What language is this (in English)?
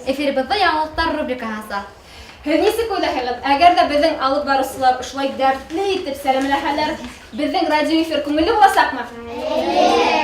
Bashkir